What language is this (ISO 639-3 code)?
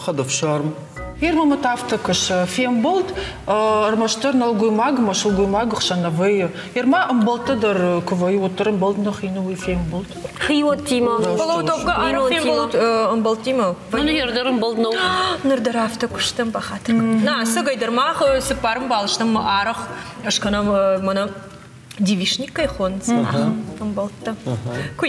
oss